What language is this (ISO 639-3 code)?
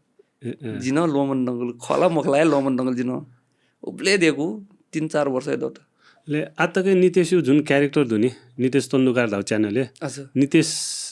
new